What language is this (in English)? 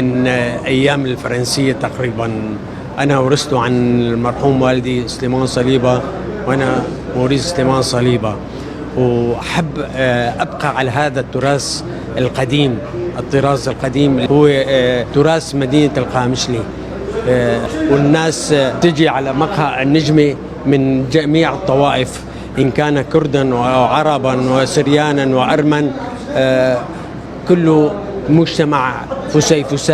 North Levantine Arabic